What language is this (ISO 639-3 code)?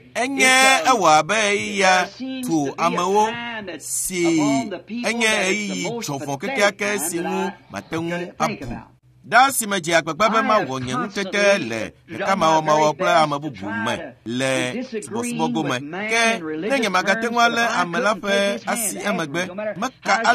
ewe